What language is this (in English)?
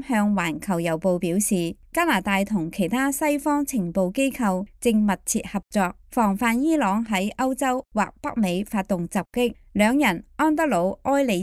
Cantonese